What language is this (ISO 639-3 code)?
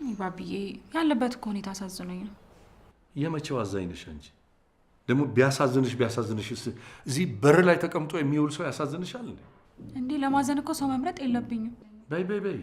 amh